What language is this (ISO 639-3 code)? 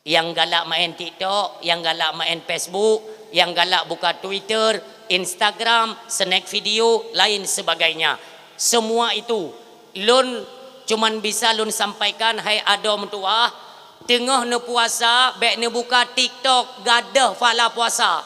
ace